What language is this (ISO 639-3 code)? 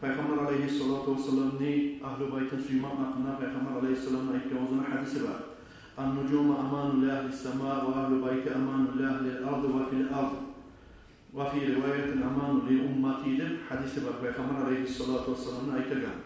kum